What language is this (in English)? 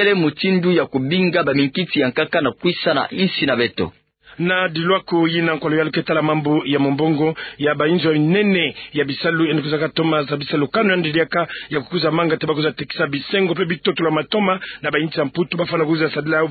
Kituba (Democratic Republic of Congo)